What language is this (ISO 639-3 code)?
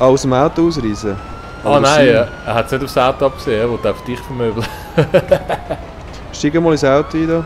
gsw